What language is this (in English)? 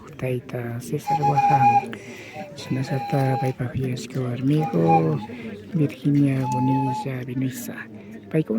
Imbabura Highland Quichua